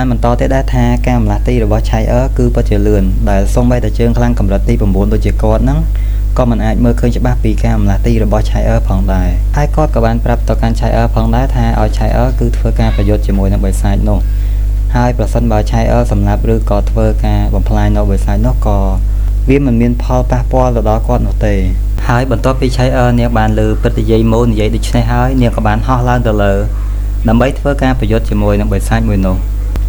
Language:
Khmer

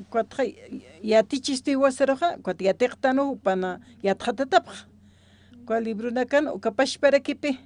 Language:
Aymara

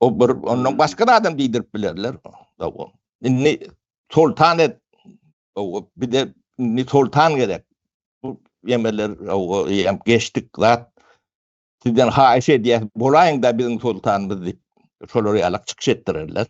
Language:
Turkmen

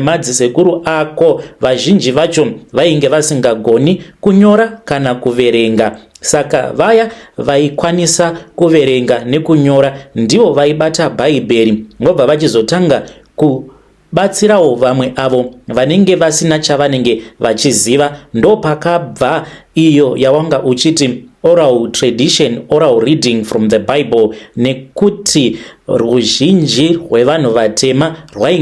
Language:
Shona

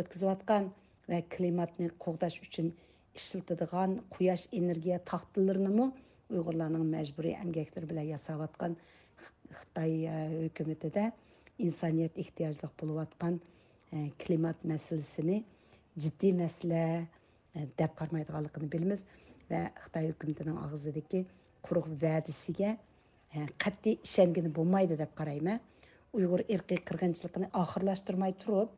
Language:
Uyghur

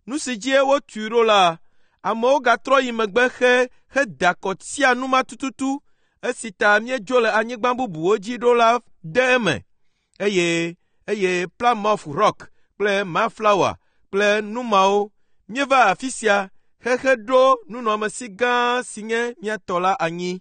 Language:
Ewe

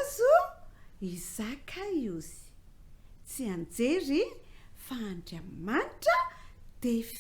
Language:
Malagasy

